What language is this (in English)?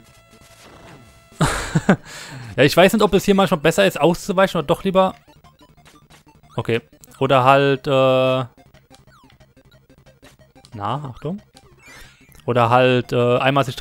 German